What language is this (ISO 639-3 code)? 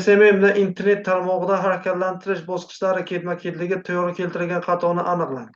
uzb